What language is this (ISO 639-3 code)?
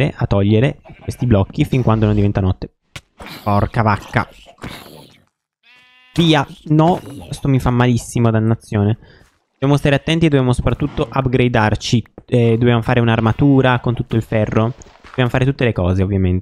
ita